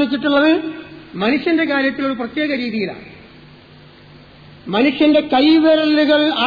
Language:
Malayalam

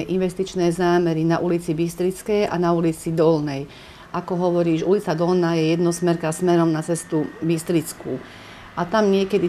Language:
Slovak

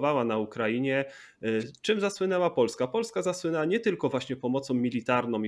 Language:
Polish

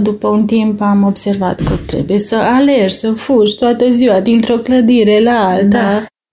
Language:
Romanian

